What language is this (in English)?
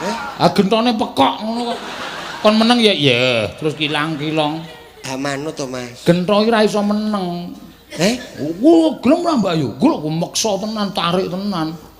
Javanese